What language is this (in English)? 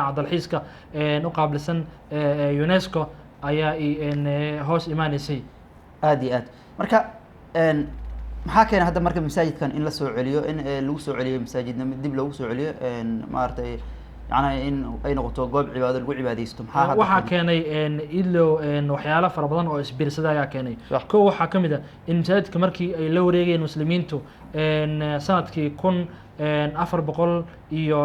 Somali